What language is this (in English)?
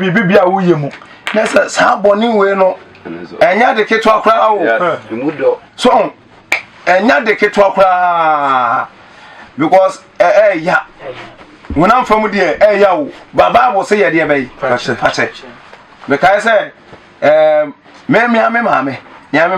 Akan